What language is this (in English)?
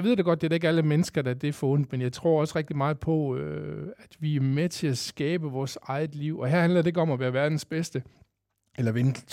Danish